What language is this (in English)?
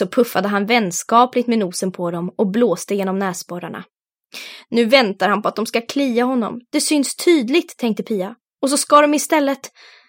Swedish